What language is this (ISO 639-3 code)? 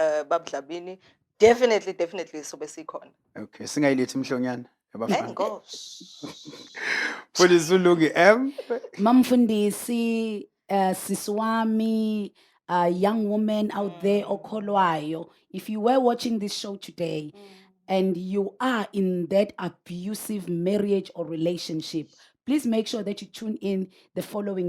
zul